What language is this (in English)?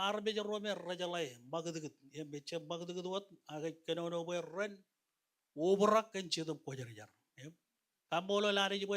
Marshallese